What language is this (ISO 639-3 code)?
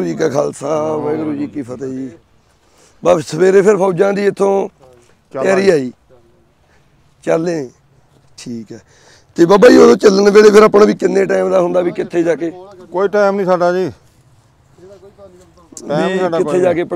pan